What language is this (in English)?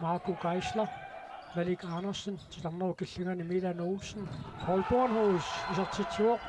Kalaallisut